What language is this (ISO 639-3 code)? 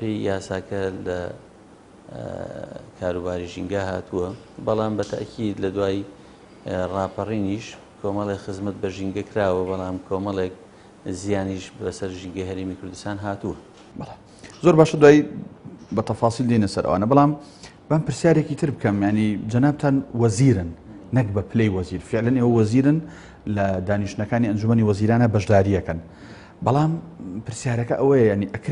ckb